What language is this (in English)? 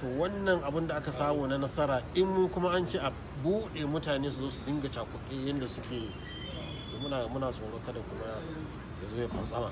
Hausa